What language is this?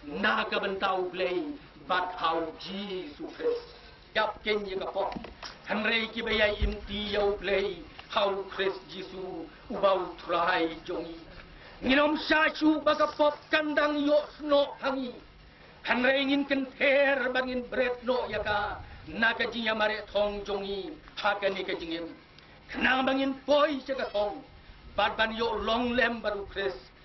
Khasi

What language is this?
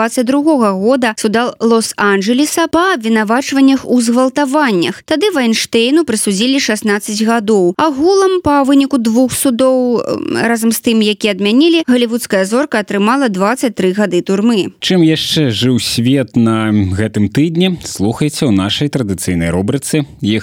Belarusian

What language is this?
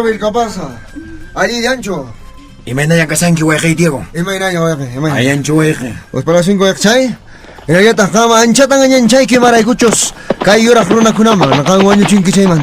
Quechua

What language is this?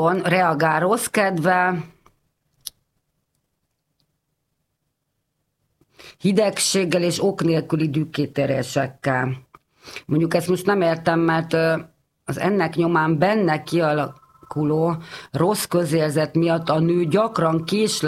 Hungarian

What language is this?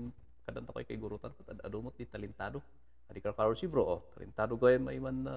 Kankanaey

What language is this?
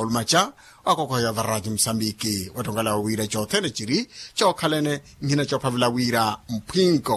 Makhuwa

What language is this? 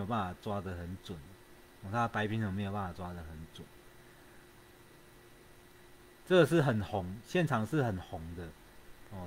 Chinese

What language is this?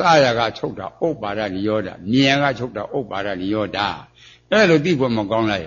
Burmese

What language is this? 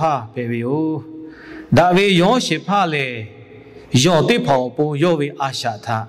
Lahu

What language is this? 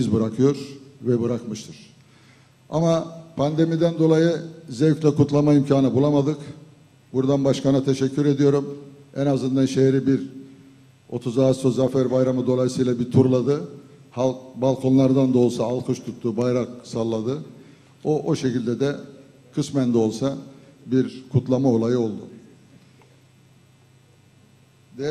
Turkish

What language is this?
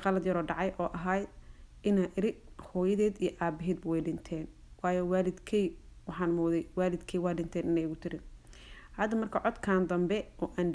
Somali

